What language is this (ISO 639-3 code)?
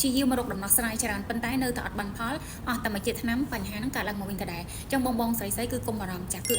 khm